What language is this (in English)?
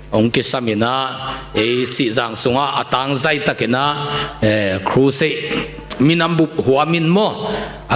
Tedim Chin